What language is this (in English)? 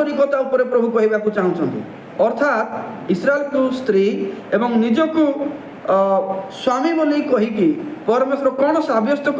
Odia